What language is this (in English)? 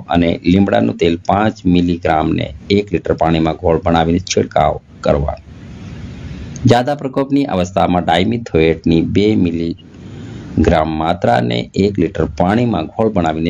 Gujarati